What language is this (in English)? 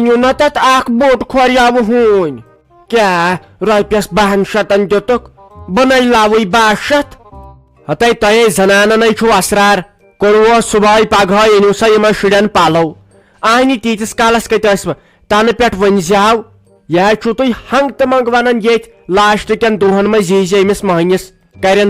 Kashmiri